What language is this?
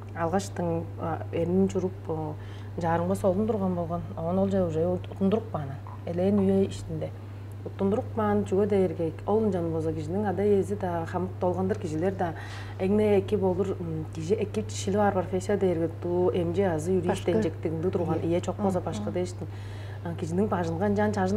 Tuvinian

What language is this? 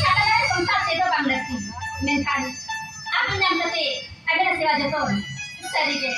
Santali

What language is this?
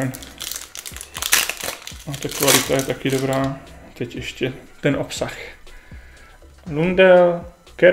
Czech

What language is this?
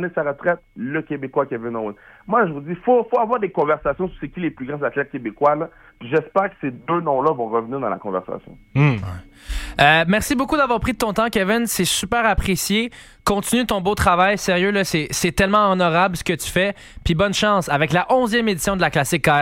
French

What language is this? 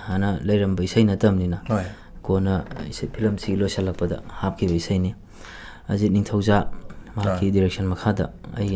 Manipuri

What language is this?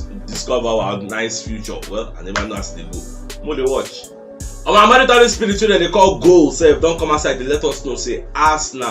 Nigerian Pidgin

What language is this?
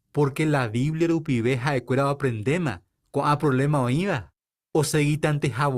Guarani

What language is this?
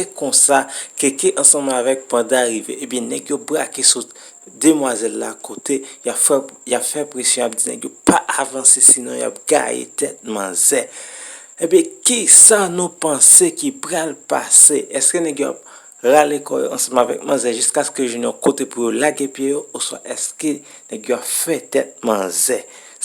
Haitian Creole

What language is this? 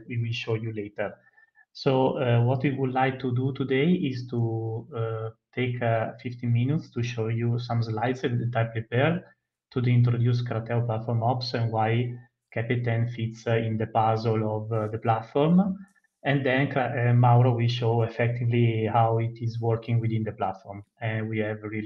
English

